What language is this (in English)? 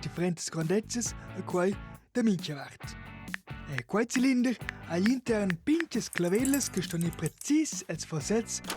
Romansh